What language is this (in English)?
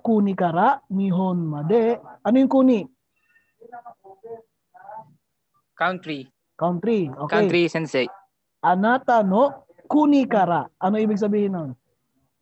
Filipino